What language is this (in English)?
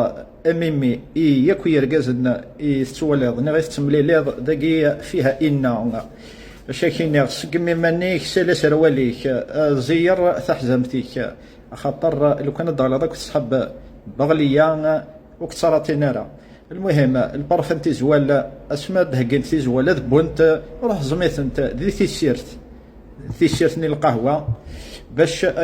Kabyle